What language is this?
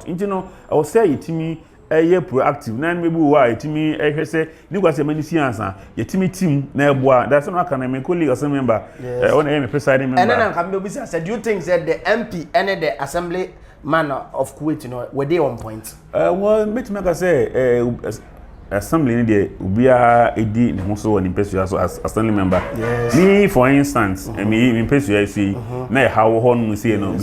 Akan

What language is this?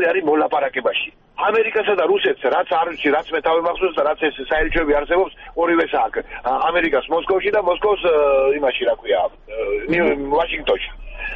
Georgian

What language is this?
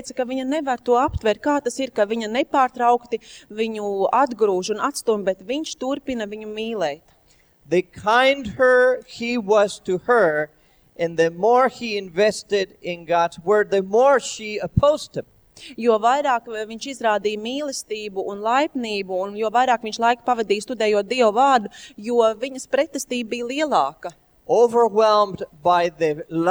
Latvian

